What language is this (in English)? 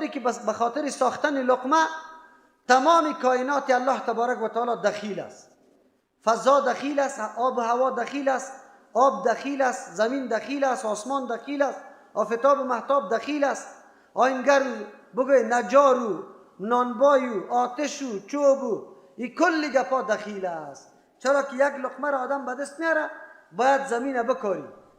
Persian